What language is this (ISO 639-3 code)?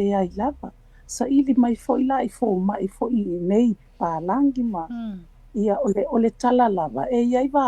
smo